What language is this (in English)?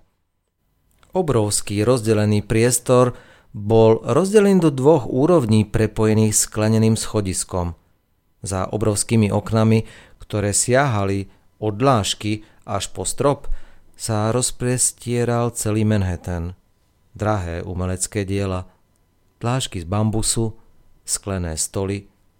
Slovak